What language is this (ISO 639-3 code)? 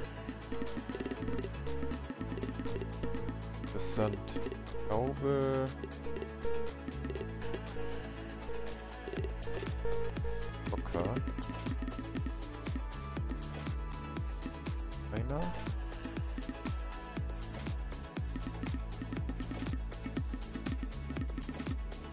deu